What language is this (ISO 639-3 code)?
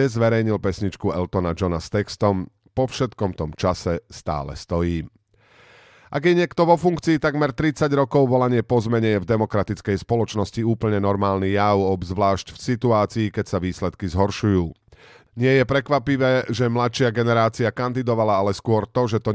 slk